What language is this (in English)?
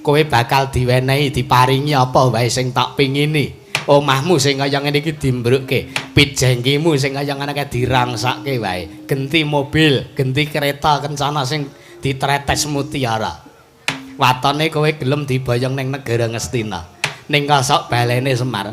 Javanese